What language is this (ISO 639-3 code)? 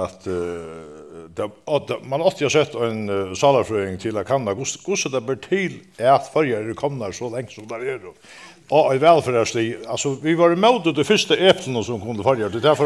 fao